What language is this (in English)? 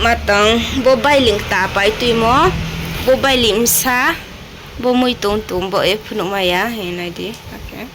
Riang (India)